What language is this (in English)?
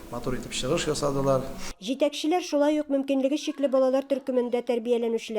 Tatar